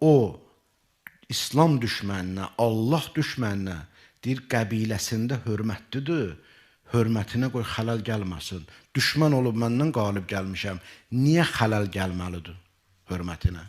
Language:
Azerbaijani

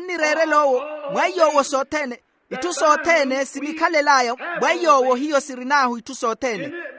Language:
Makhuwa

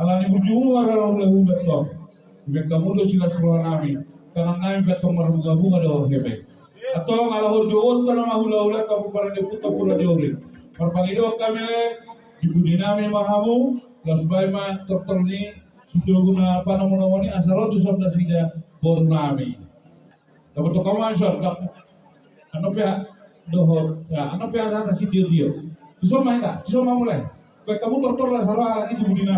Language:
Batak Toba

